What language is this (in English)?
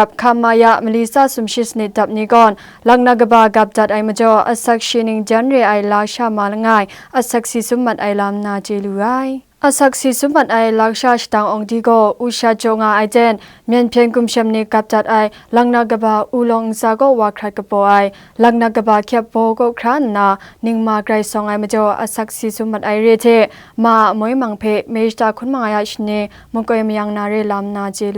Kachin